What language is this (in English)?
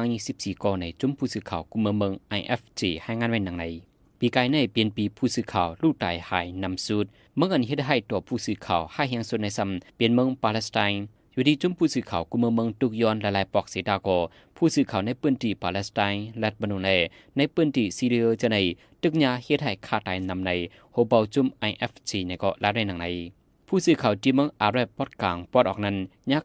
Shan